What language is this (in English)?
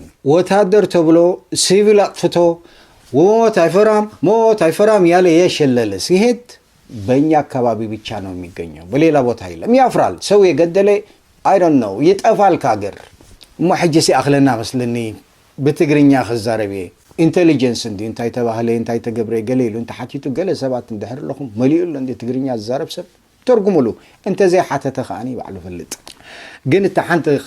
Tigrinya